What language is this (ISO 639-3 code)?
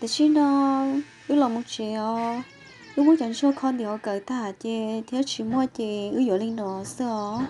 hmn